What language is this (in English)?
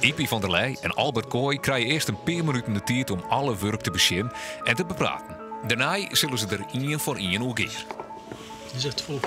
Western Frisian